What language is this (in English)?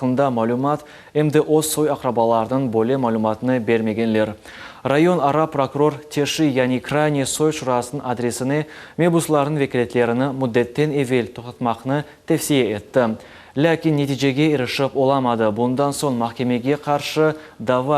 Crimean Tatar